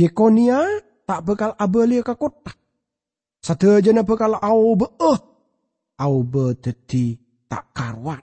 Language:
Madurese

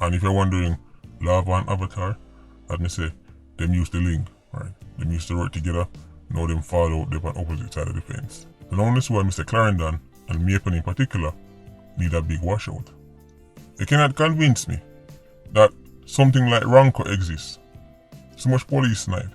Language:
Jamaican Creole English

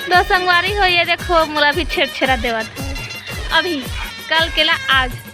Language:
Chhattisgarhi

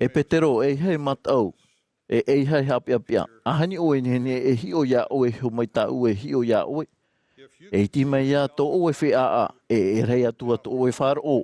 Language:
Tahitian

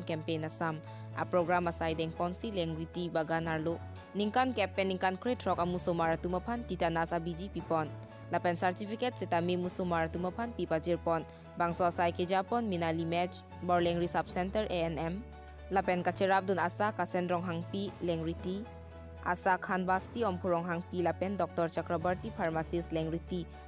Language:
Karbi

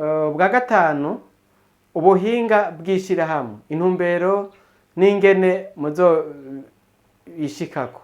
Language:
Rundi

